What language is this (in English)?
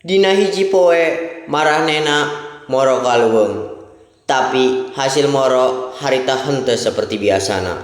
Sundanese